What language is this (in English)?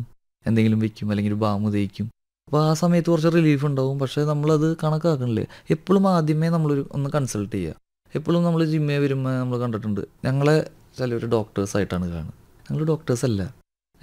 Malayalam